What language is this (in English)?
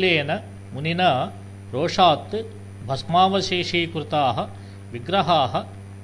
Sanskrit